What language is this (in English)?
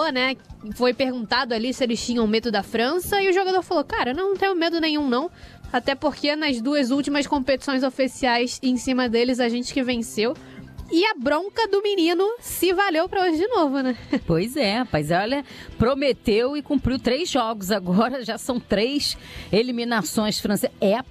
Portuguese